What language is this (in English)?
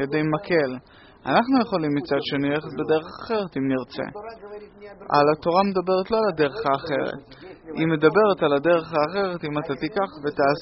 Hebrew